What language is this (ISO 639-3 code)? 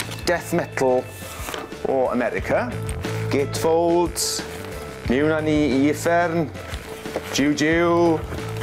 cym